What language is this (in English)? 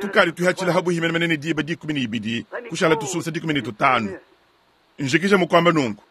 Luba-Lulua